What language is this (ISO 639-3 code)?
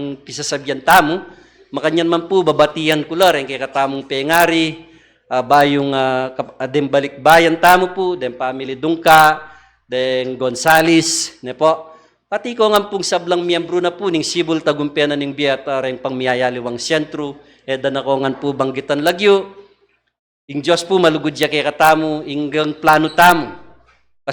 pam